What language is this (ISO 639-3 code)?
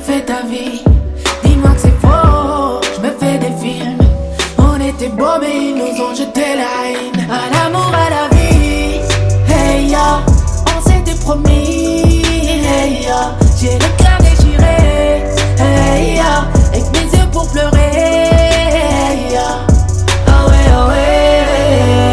fra